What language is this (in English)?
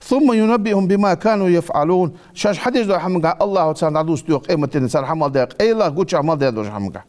Ingush